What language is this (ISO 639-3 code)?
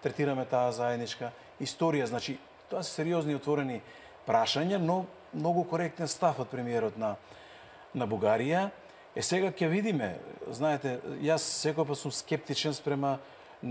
mkd